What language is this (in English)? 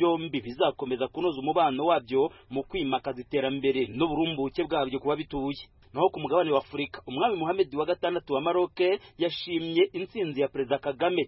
Kinyarwanda